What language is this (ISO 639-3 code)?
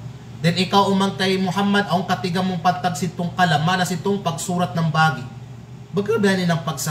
kqe